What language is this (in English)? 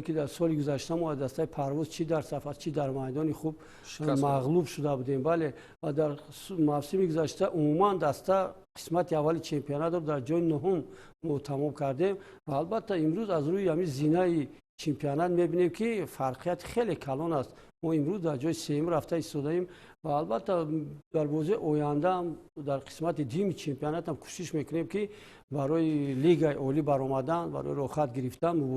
Tajik